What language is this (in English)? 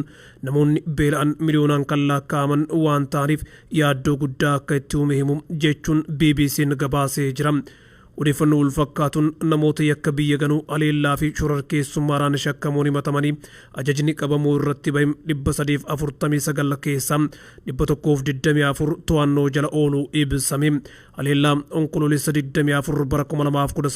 Oromo